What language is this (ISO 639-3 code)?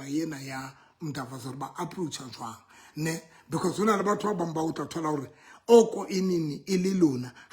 sot